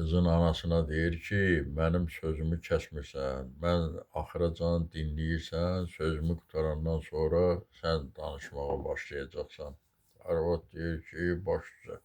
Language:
Azerbaijani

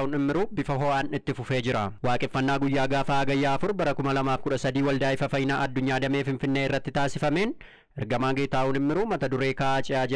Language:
Oromo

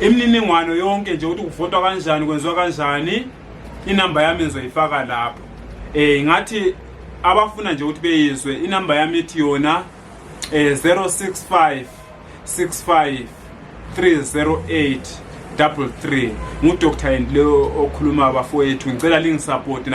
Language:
Zulu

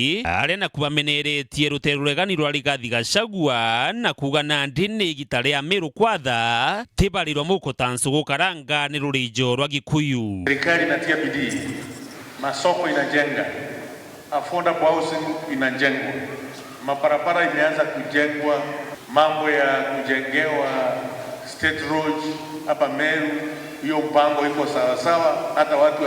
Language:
Meru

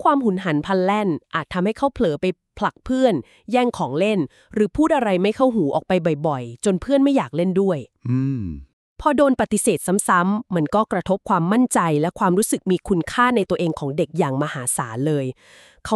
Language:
Thai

